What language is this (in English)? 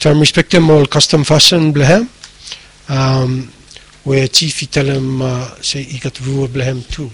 Bislama